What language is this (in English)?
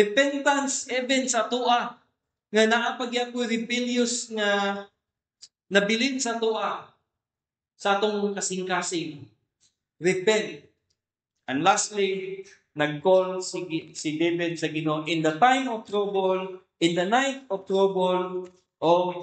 Cebuano